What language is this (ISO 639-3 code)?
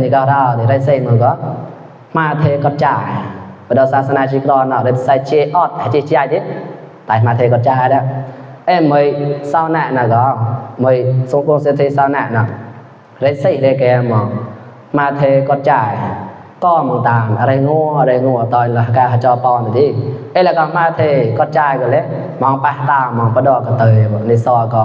mnw